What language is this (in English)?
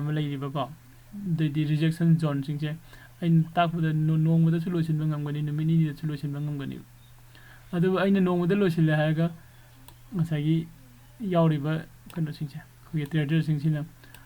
Manipuri